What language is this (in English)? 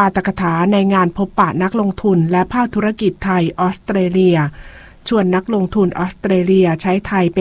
Thai